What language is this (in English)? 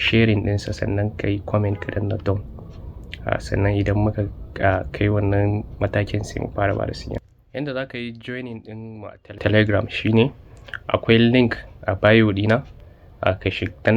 Hausa